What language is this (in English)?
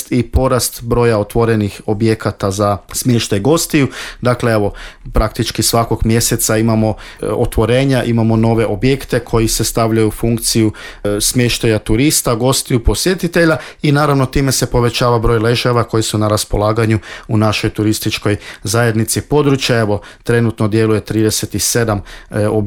Croatian